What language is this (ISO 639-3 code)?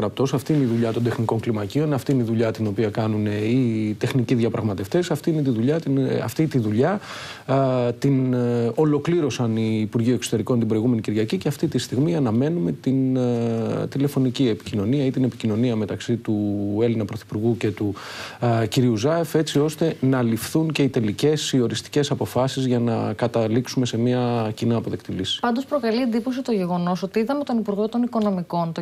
ell